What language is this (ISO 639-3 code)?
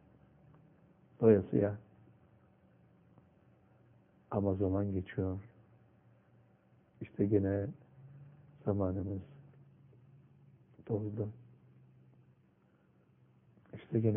tur